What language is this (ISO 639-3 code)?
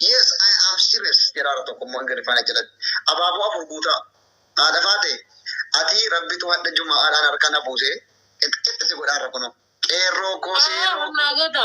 orm